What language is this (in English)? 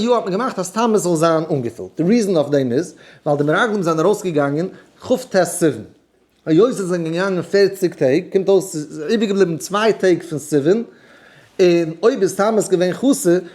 Yiddish